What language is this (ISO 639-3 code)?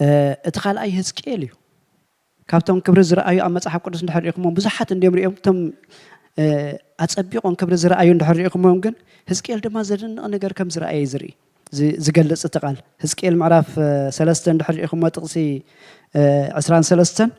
tir